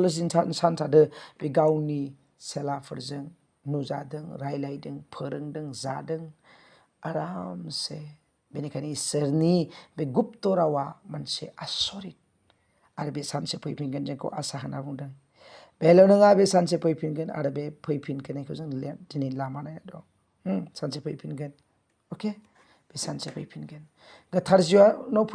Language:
Bodo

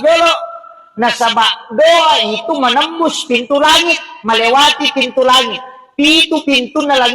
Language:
Buginese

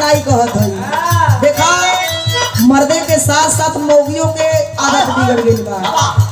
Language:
Bhojpuri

